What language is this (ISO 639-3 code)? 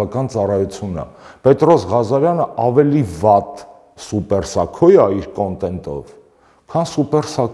hye